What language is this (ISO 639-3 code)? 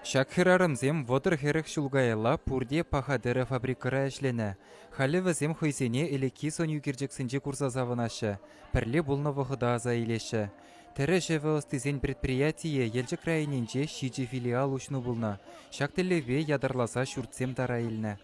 chv